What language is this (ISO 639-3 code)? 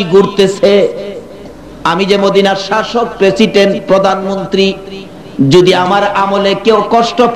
ben